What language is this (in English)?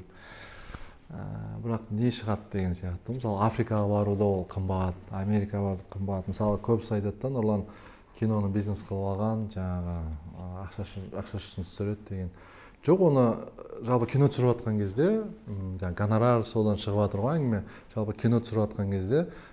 Kazakh